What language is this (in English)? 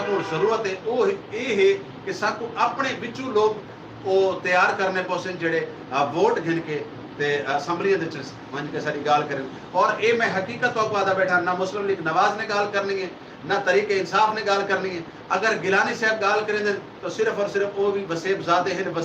Saraiki